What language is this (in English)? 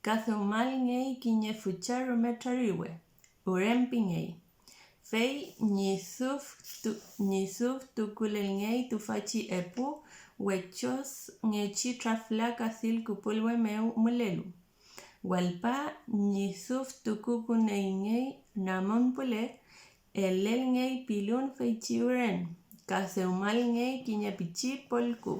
Mapuche